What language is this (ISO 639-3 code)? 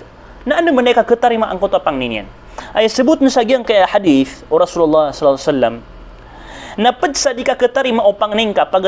mrw